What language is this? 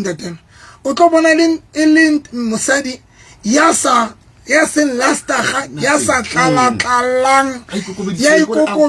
Southern Sotho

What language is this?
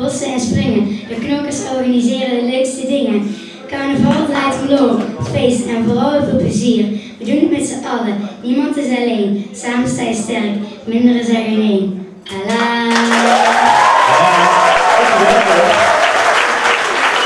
Dutch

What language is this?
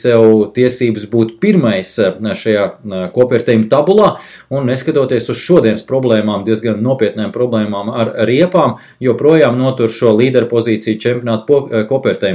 Latvian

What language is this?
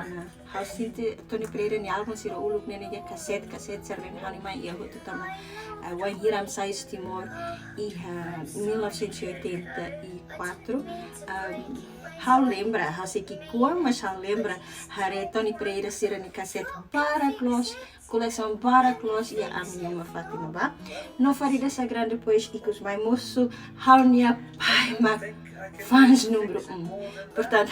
Tetum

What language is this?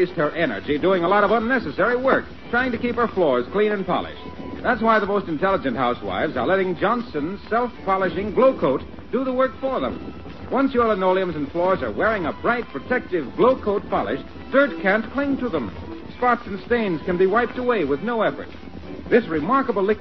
English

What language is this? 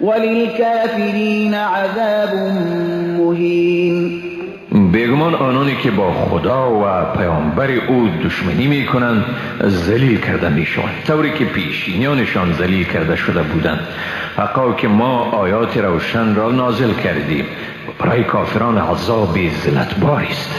Persian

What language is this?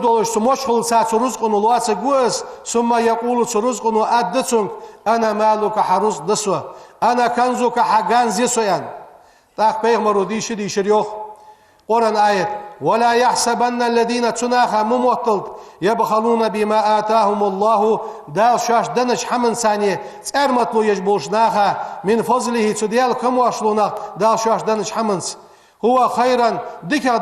Ingush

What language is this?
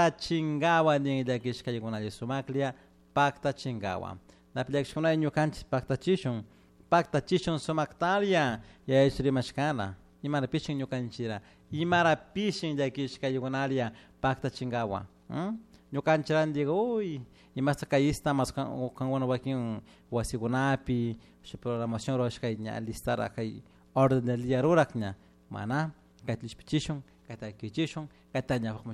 Chimborazo Highland Quichua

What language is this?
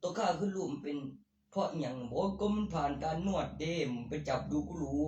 Northeastern Thai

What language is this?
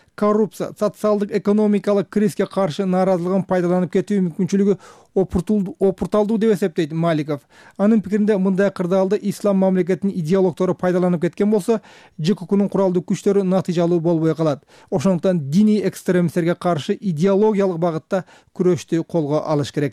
Kyrgyz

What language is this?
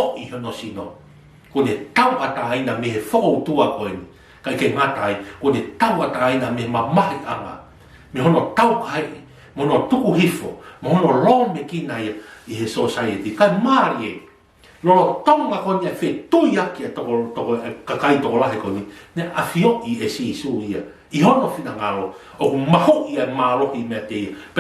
Tongan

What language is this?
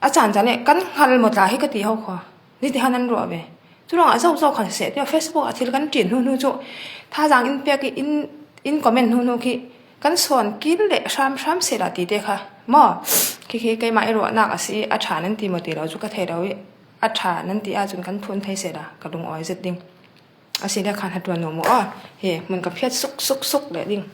Falam Chin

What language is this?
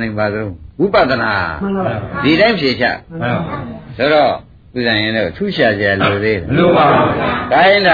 Burmese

